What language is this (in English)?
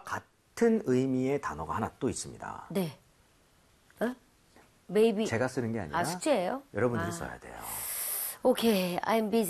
Korean